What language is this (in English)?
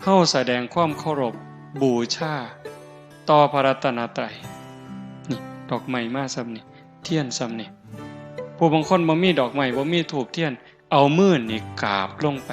Northeastern Thai